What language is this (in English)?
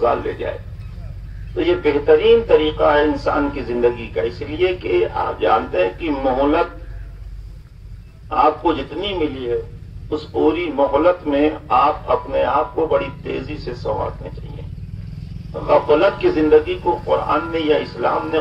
Urdu